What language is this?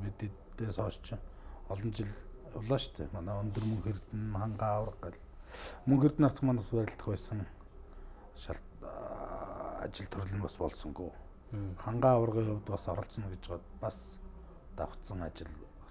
Mongolian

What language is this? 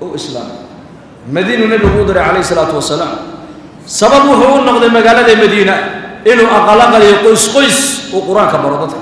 Somali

